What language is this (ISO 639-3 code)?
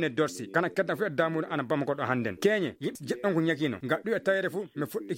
ful